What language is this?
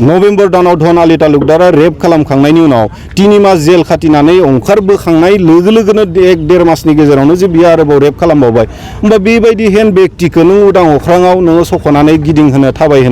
Bodo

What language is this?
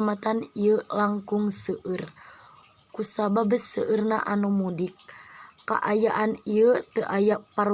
Sundanese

